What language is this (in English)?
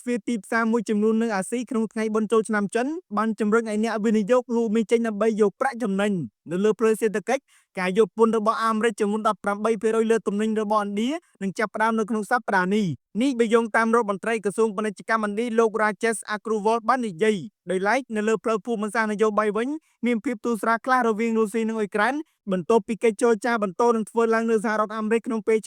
Khmer